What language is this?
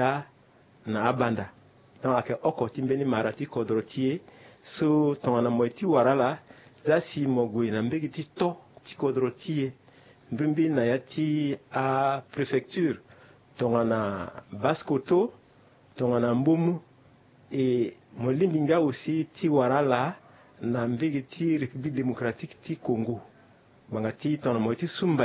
Sango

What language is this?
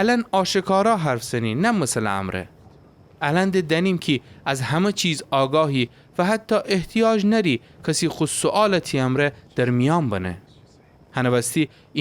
Gilaki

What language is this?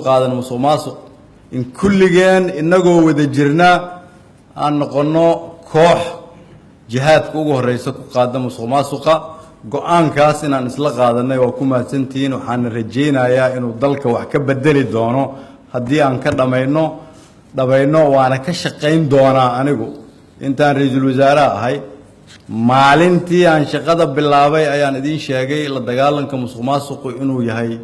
Somali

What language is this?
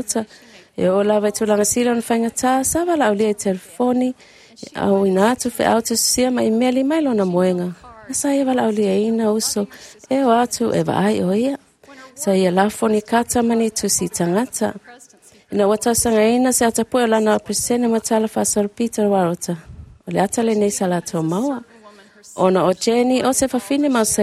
Samoan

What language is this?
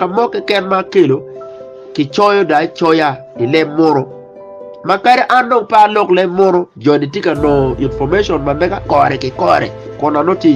Acoli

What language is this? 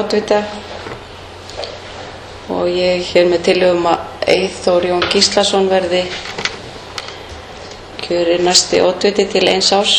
Icelandic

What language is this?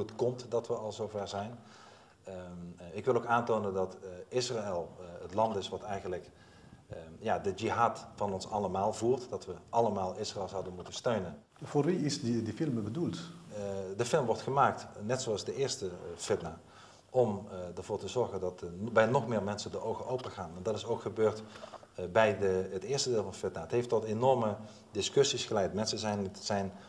Dutch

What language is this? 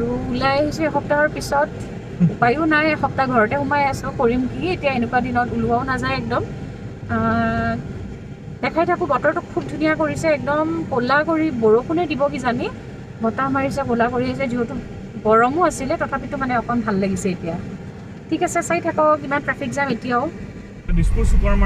Assamese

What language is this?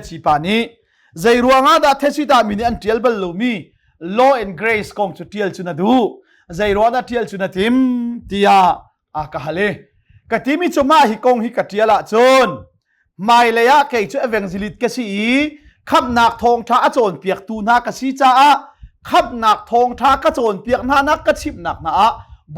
Hakha Chin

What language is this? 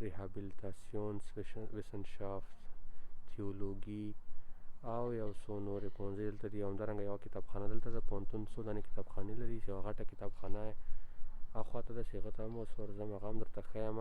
Pashto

